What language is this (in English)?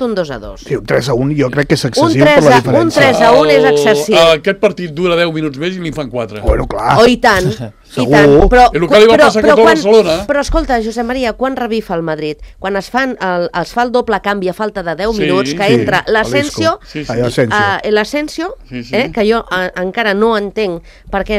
Catalan